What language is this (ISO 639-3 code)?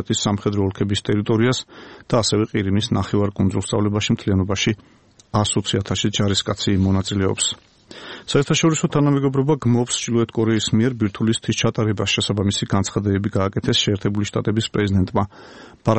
kat